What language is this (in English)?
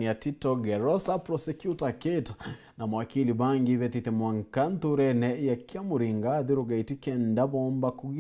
Meru